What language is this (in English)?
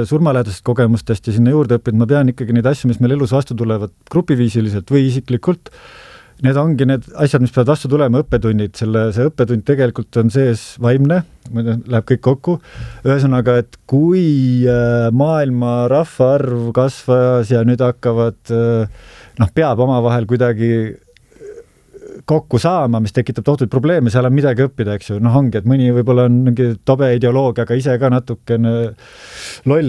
Estonian